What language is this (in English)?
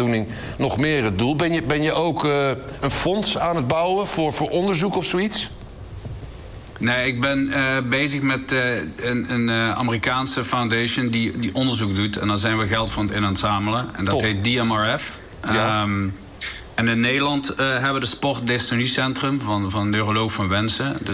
Dutch